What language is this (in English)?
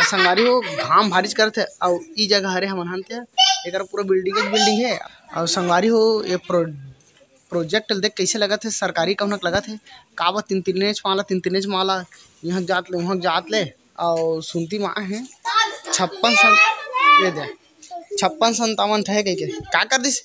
Chhattisgarhi